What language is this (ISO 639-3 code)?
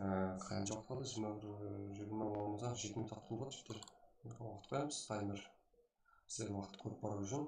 kaa